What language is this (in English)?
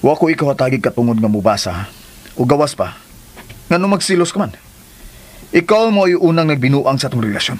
Cebuano